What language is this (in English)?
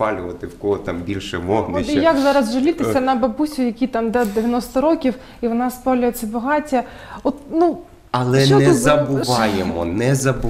Ukrainian